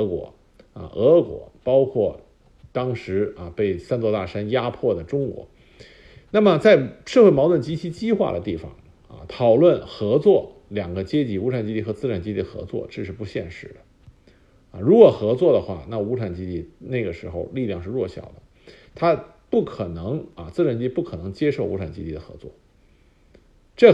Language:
Chinese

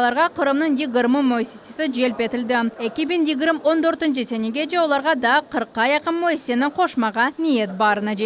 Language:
Crimean Tatar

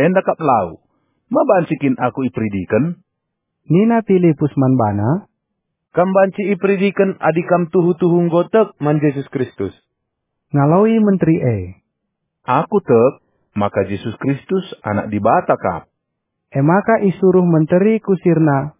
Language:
Batak Karo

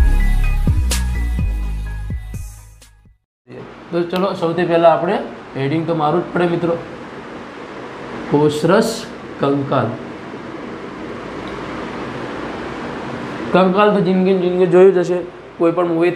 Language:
Gujarati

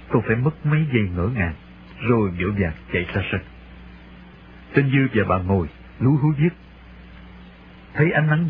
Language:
Vietnamese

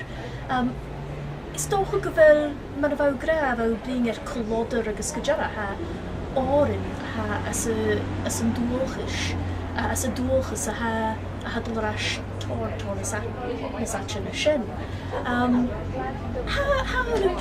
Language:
Scottish Gaelic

